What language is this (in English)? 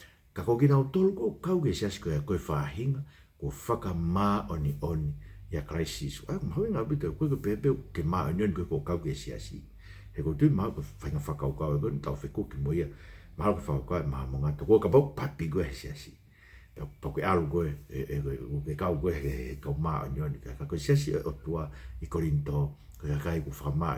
Tongan